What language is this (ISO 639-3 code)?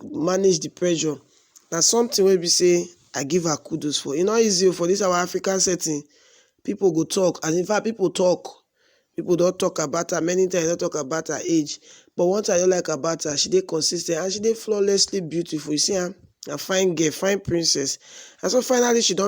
pcm